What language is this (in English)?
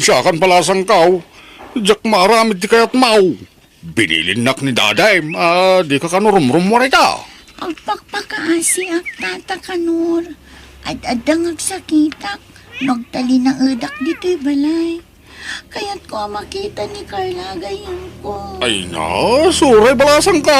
Iloko